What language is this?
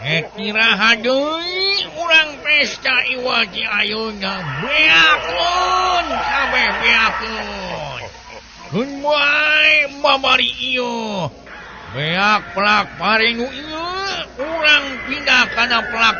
Sundanese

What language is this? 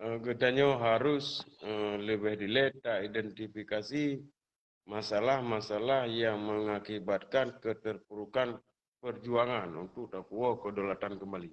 Achinese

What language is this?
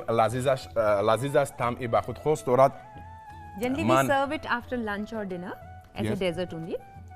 Tajik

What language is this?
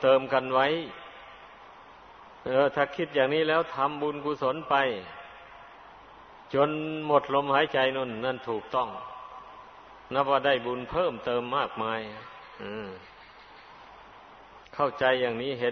Thai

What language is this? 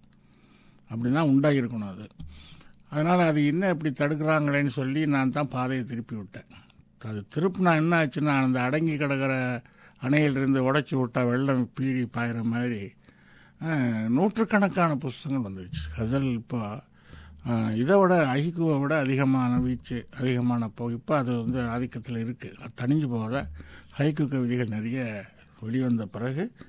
Tamil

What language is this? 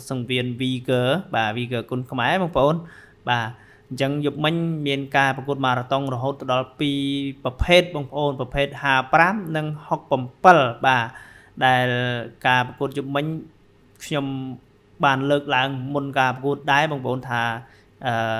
Khmer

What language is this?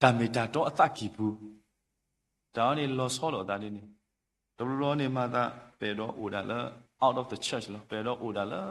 S'gaw Karen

